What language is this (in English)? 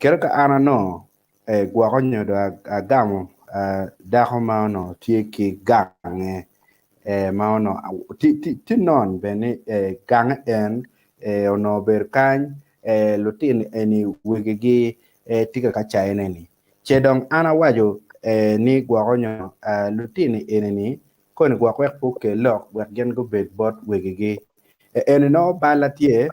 Acoli